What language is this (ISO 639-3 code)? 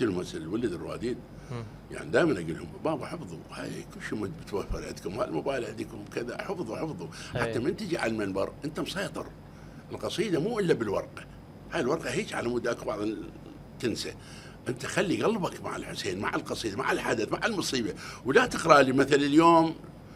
acm